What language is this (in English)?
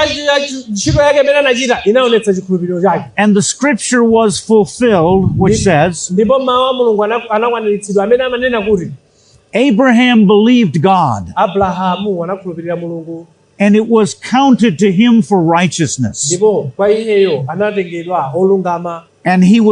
Nyanja